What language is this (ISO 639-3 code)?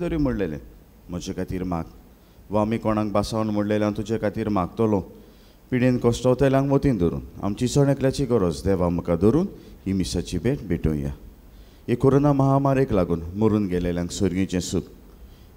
kok